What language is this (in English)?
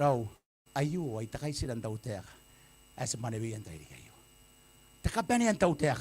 Gilbertese